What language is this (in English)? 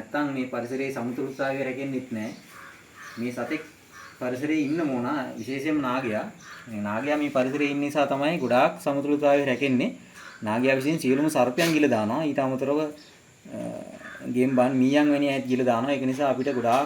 Sinhala